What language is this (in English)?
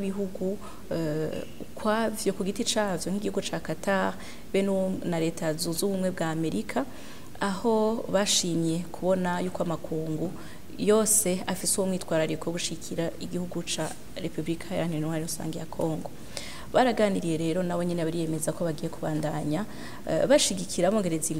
Rundi